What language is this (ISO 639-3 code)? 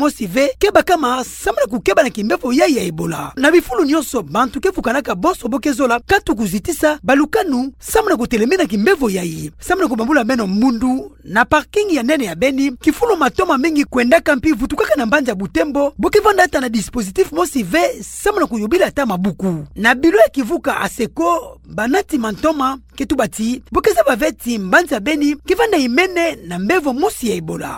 ktu